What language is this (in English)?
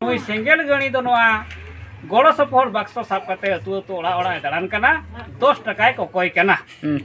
Santali